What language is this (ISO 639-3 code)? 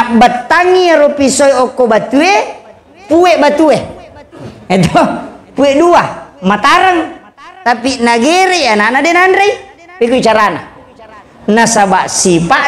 bug